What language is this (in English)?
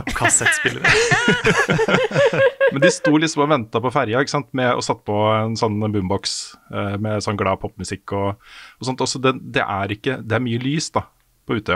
Norwegian